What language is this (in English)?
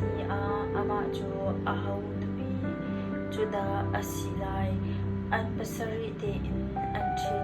Hakha Chin